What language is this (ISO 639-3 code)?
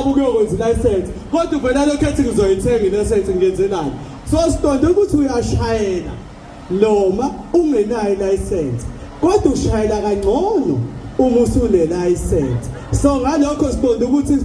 zul